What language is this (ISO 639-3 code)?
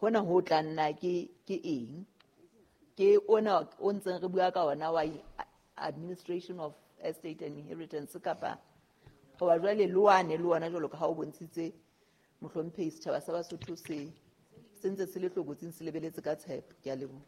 sot